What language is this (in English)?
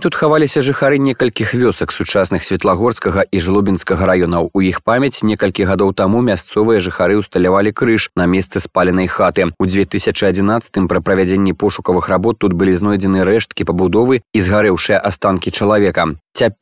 Belarusian